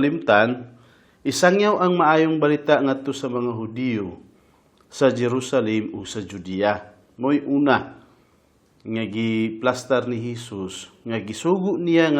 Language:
Cebuano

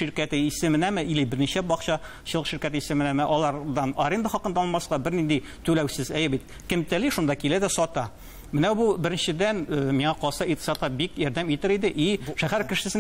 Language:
Tatar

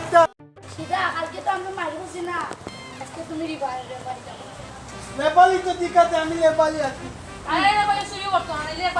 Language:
Sylheti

